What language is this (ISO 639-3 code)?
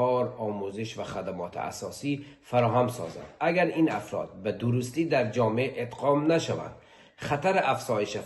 pus